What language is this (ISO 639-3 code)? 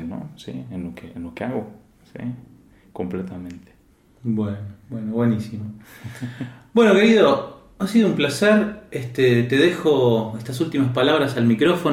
spa